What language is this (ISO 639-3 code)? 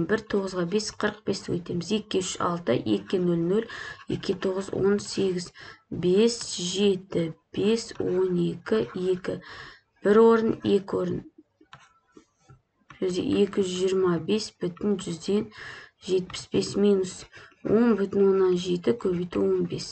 kaz